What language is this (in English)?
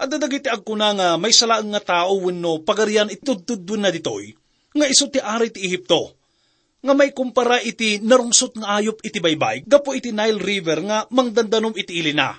Iloko